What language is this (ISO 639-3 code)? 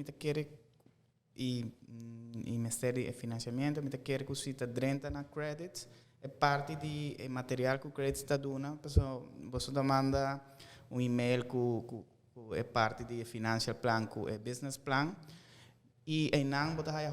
pap